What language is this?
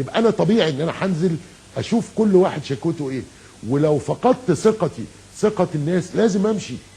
Egyptian Arabic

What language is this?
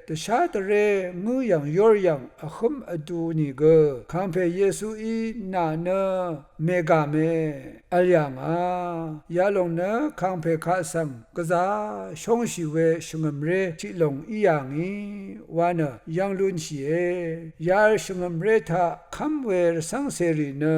Rawang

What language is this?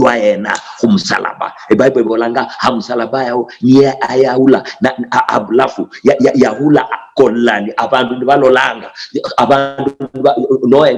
Luyia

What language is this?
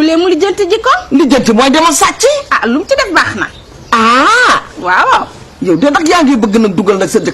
Wolof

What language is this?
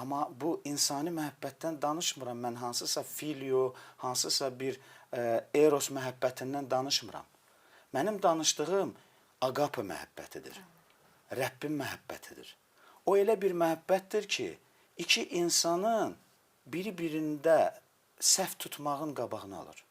Azerbaijani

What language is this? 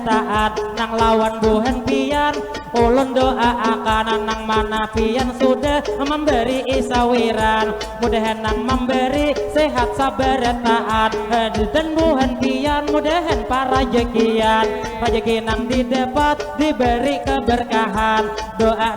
Banjar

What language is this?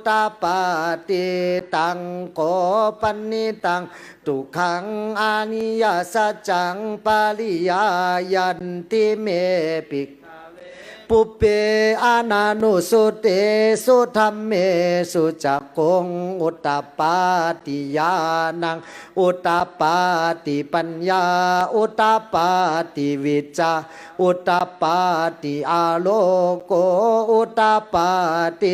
Pali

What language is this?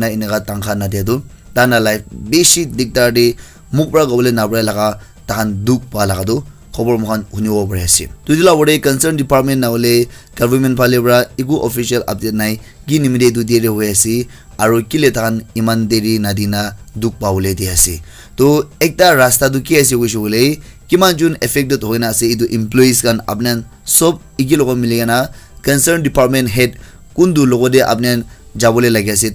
Naga Pidgin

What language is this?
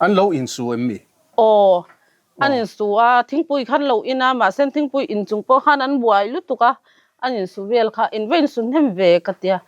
Mizo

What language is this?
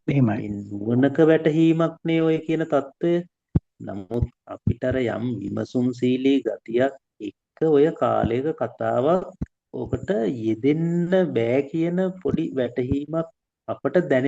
Sinhala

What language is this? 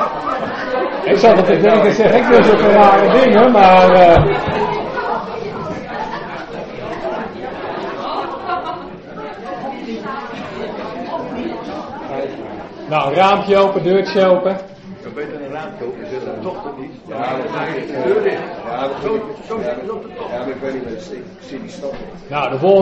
Dutch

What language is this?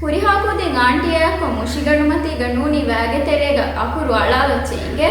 Divehi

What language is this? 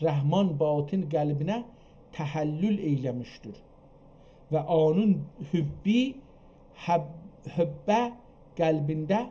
South Azerbaijani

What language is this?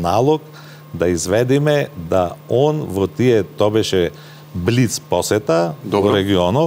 Macedonian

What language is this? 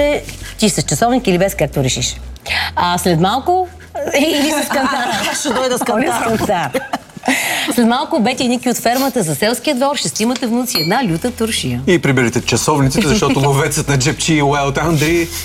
Bulgarian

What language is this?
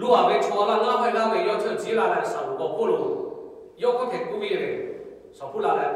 Lahu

